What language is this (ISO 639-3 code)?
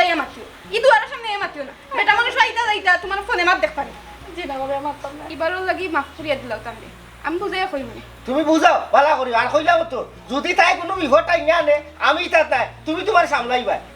syl